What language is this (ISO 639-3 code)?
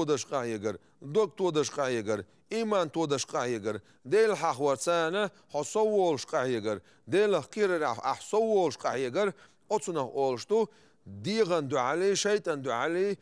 che